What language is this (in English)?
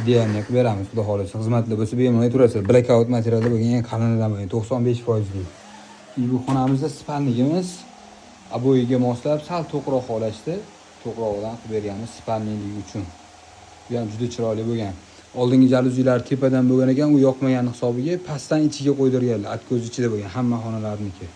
Uzbek